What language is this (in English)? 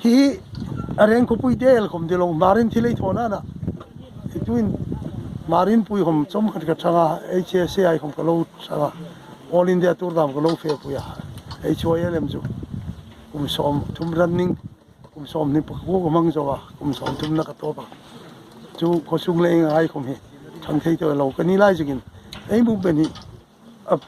Hmar